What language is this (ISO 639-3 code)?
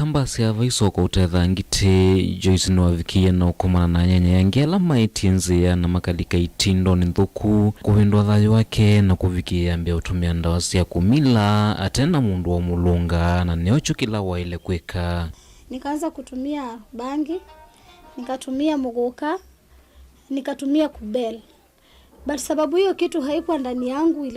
kam